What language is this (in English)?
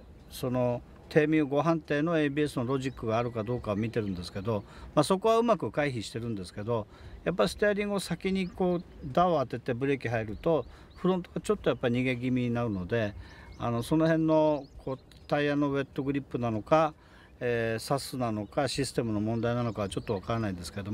Japanese